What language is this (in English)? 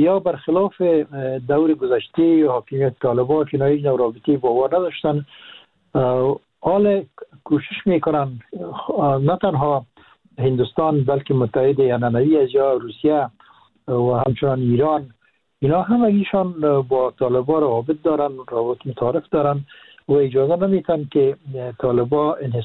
Persian